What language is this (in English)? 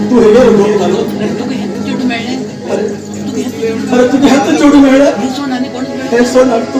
Konkani